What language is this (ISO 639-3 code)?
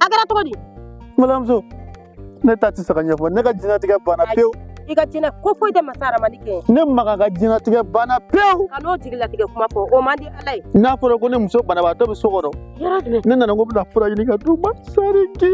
bam